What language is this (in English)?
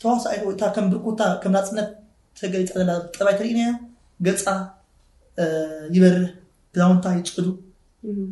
Tigrinya